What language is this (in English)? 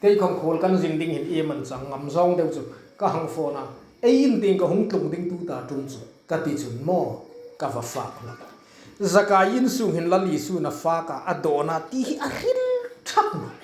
Hmar